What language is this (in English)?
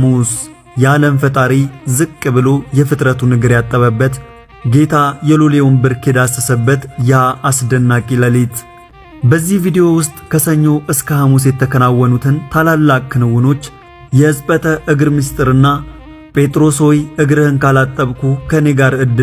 Amharic